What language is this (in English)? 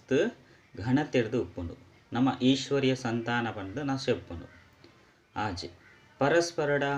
Tulu